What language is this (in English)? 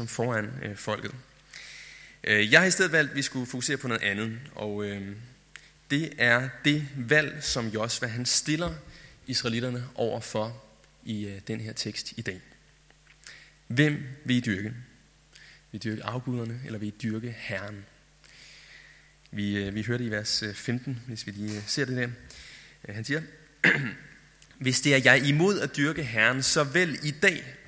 Danish